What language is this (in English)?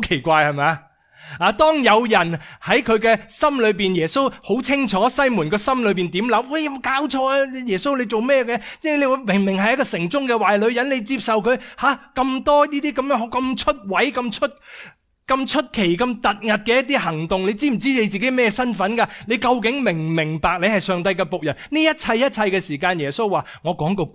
Cantonese